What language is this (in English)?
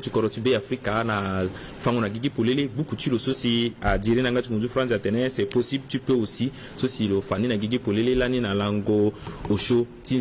Sango